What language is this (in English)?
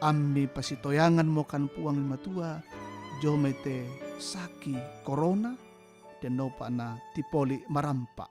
Toraja-Sa'dan